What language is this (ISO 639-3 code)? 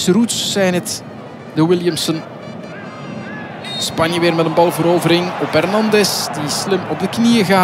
nld